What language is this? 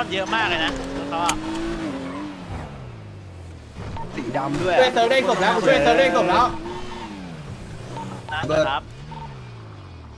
Thai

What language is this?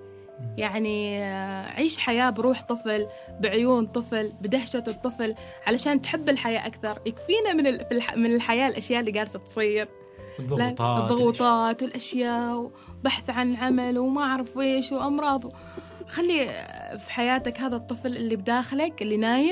Gulf Arabic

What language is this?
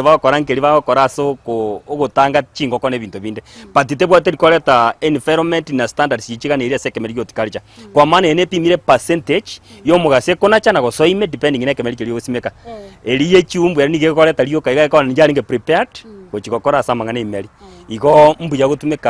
Gusii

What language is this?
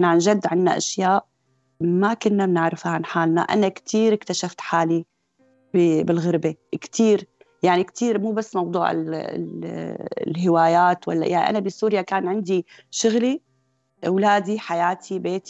North Levantine Arabic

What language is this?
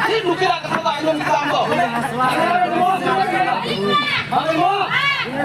Santali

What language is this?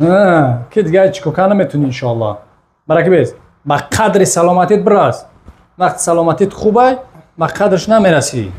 Tajik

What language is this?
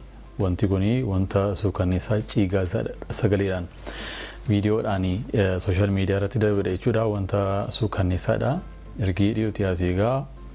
Oromo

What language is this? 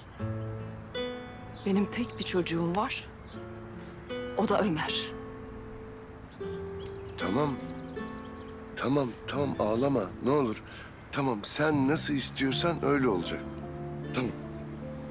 Turkish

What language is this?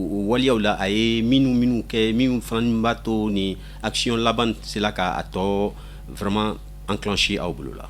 Bambara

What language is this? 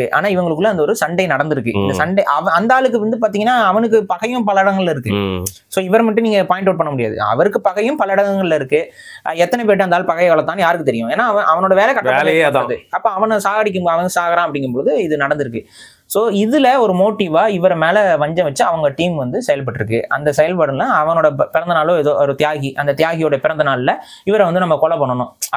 Tamil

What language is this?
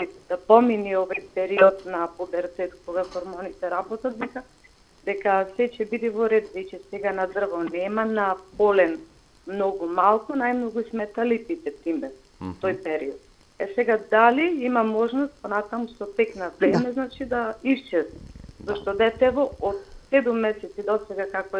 Macedonian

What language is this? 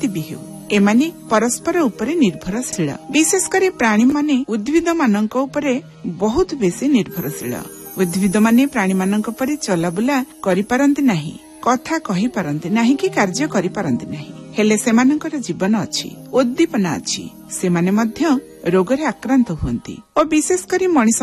Odia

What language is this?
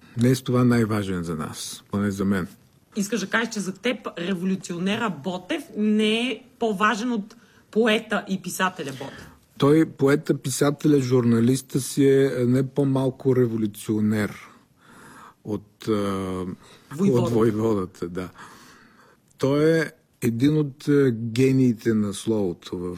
Bulgarian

